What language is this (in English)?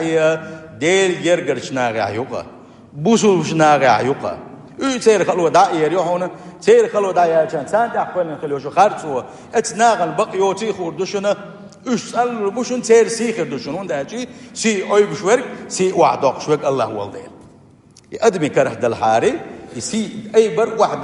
Chechen